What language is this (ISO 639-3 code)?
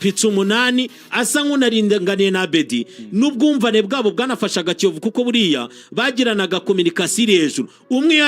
kin